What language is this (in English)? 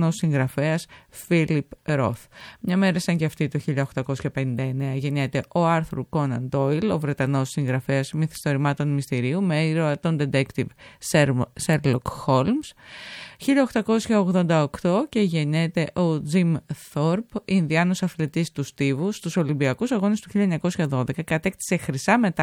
Greek